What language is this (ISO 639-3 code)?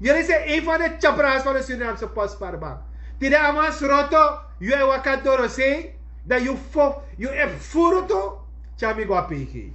srn